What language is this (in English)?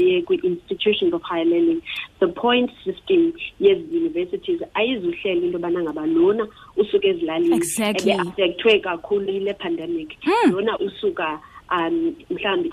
Xhosa